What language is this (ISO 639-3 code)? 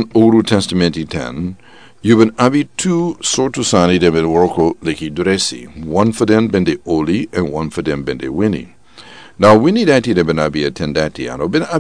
srn